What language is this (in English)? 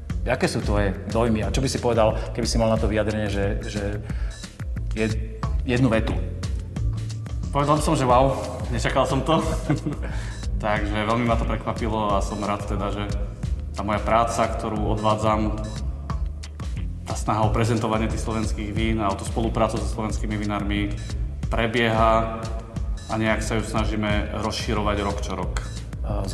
Slovak